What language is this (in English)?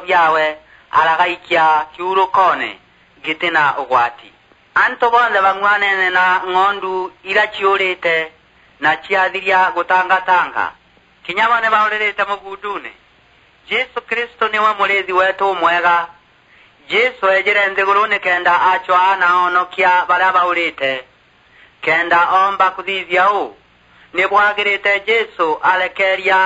Meru